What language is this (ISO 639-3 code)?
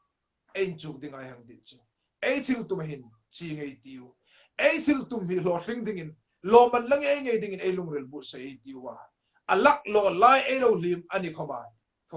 hmr